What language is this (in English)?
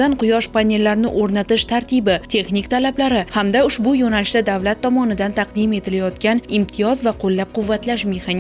Uzbek